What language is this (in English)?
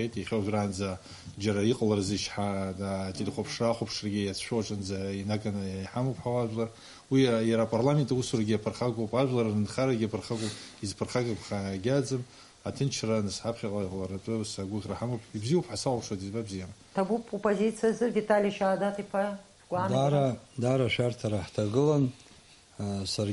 Abkhazian